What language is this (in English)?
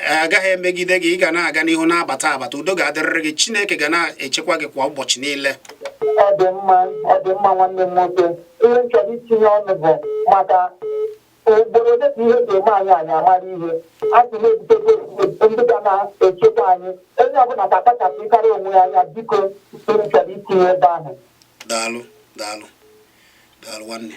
Igbo